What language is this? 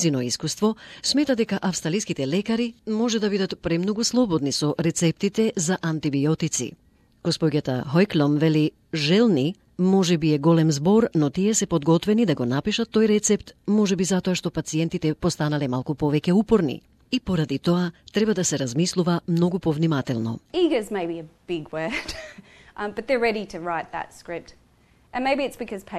Macedonian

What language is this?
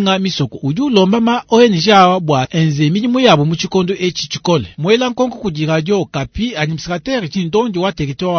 Luba-Lulua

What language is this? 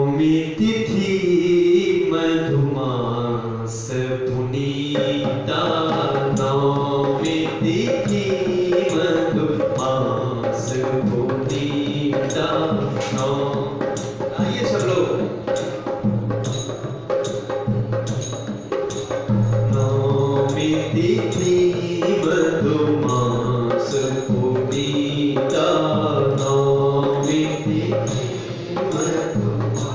Hindi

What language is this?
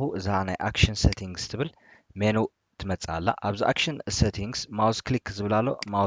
Tigrinya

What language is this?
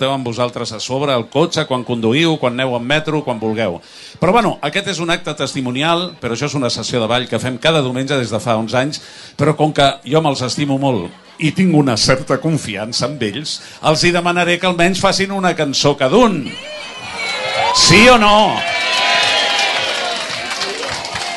Catalan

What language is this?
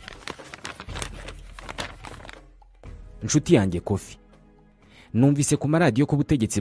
Kinyarwanda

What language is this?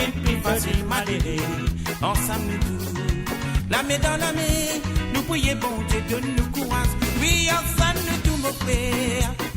Morisyen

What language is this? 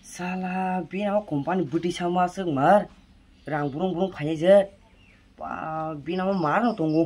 Kok Borok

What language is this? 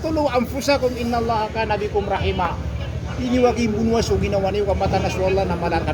Maranao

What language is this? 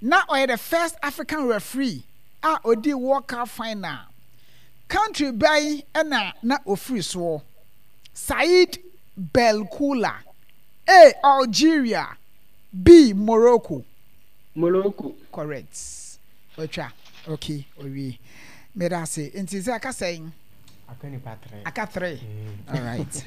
Akan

